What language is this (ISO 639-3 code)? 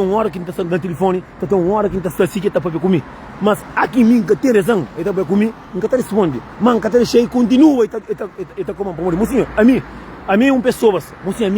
kea